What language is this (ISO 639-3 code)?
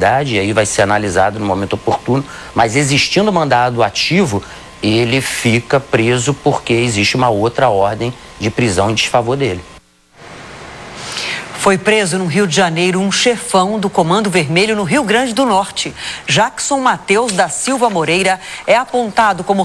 por